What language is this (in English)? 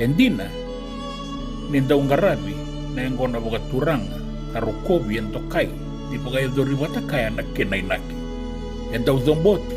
Fijian